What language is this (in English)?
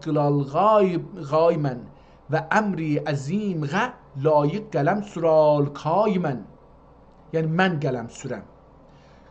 South Azerbaijani